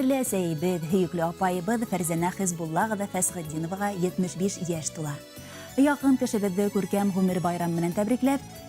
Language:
Bashkir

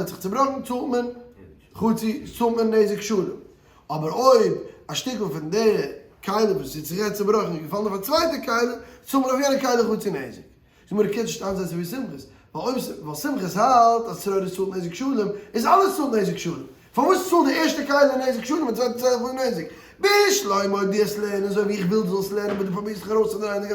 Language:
Yiddish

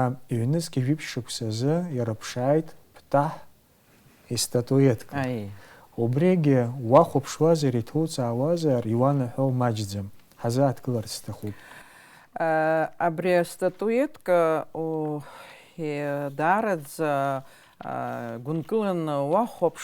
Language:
Abkhazian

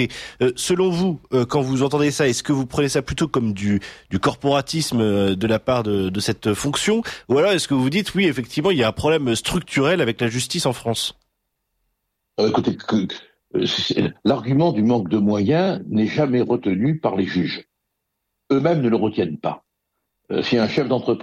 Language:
French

